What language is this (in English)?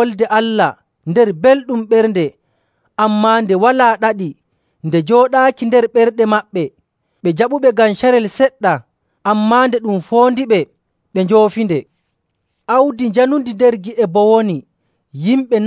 Nigerian Fulfulde